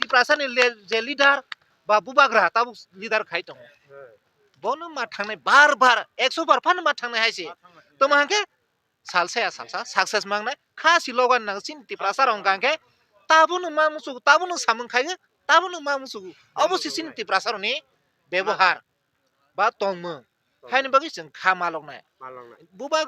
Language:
Kok Borok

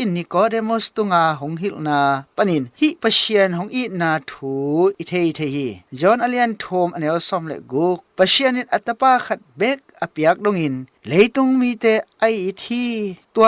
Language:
Tedim Chin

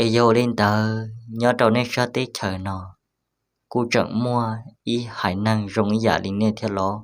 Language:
Hmong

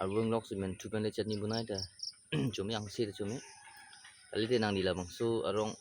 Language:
Karbi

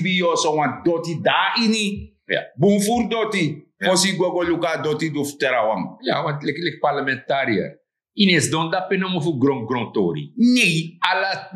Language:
Sranan Tongo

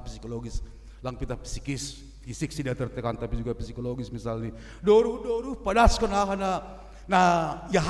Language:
Batak Simalungun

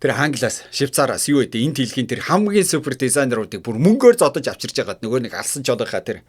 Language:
Mongolian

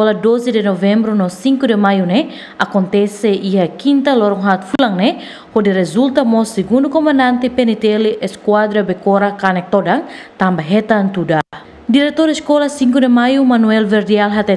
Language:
Tetum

